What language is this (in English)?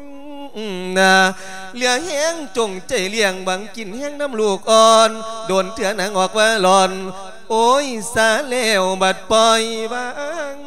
Lao